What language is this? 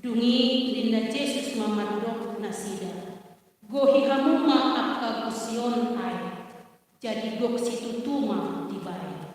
Batak Toba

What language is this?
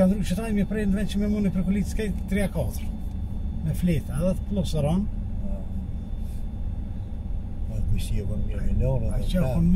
Gheg Albanian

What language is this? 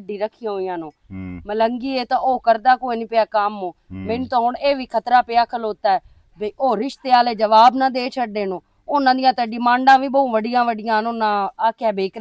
Western Panjabi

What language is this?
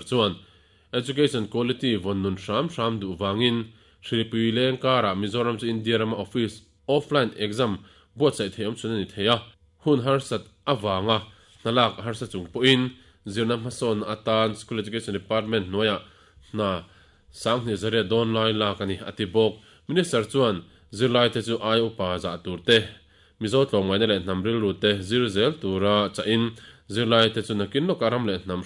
Mizo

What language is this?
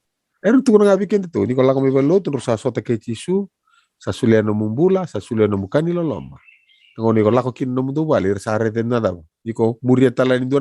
Fijian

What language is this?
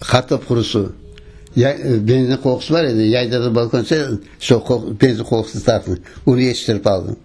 Crimean Tatar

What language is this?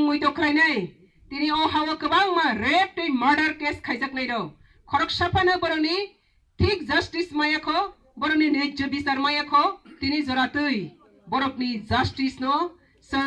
Kok Borok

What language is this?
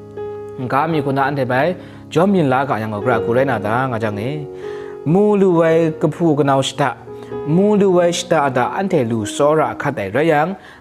Kachin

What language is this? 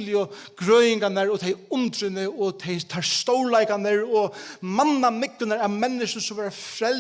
Faroese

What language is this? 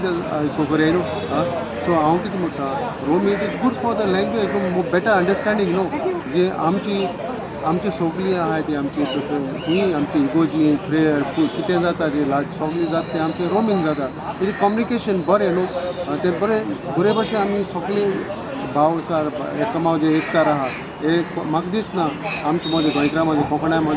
Konkani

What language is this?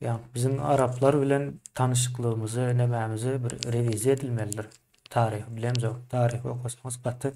Turkmen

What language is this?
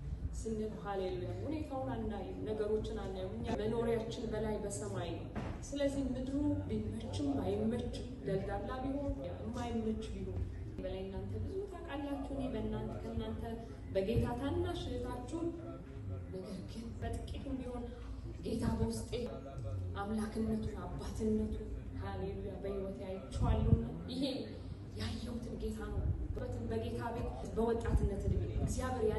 Amharic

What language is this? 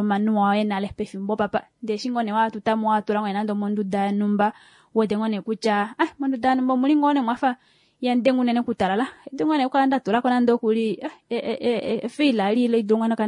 Kuanyama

